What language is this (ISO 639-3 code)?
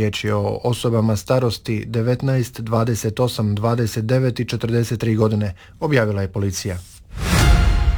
hrv